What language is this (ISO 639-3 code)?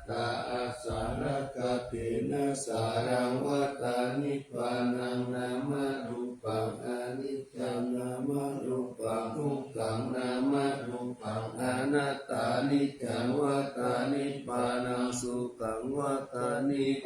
pli